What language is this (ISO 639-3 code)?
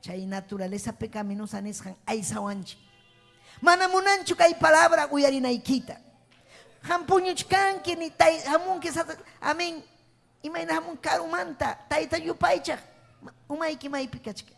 quy